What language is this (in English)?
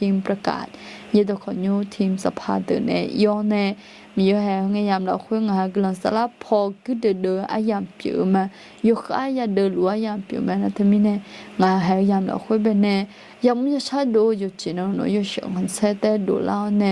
Akha